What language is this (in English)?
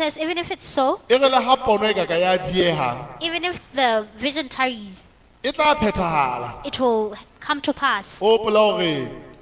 Southern Sotho